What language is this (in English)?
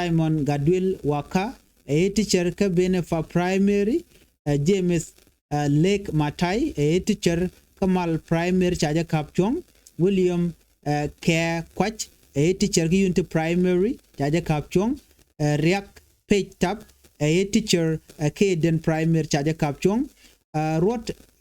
Nuer